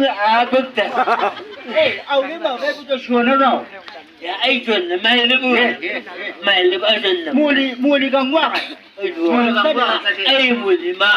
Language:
Chang Naga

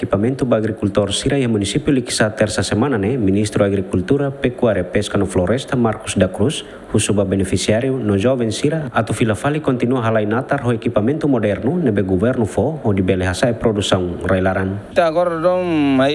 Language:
Tetum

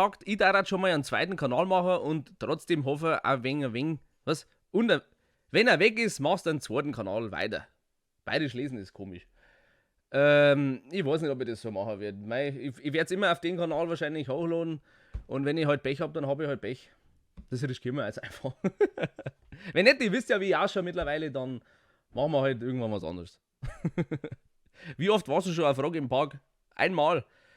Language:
Bavarian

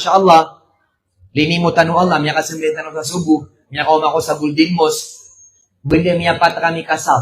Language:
Maranao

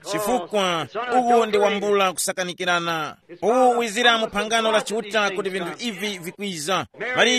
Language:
Tumbuka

